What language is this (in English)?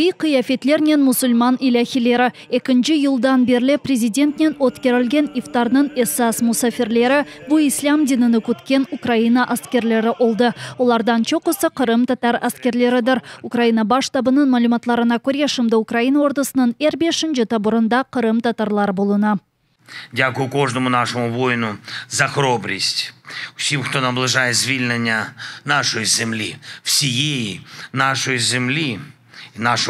Crimean Tatar